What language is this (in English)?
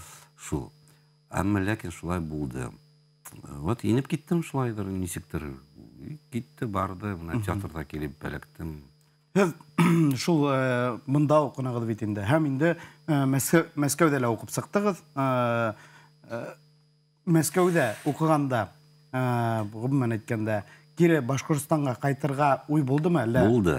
Bashkir